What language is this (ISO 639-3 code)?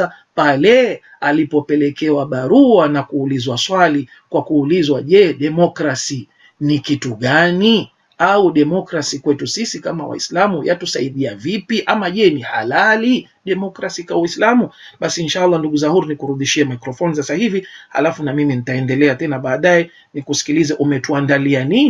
swa